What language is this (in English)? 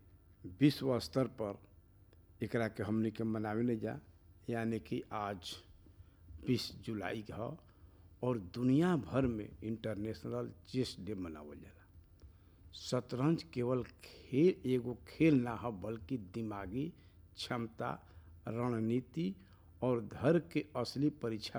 Bhojpuri